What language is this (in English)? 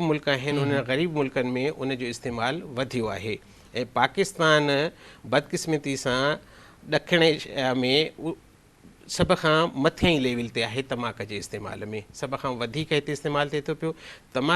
Sindhi